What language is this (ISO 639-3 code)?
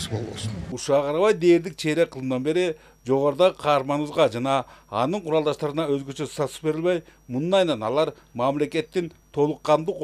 kir